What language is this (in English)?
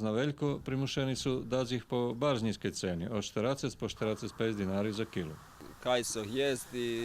Rusyn